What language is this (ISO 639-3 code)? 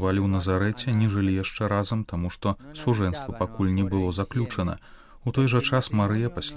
bel